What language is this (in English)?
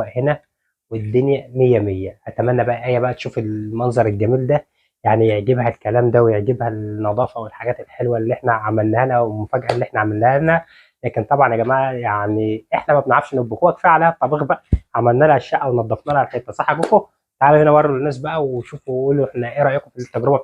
Egyptian Arabic